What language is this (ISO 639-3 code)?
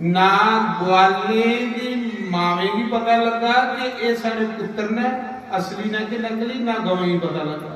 doi